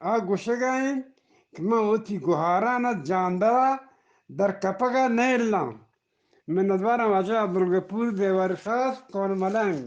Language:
Eastern Balochi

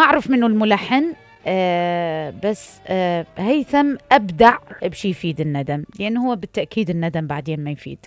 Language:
Mesopotamian Arabic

